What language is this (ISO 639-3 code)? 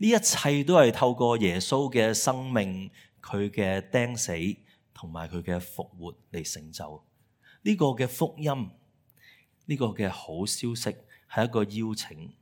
yue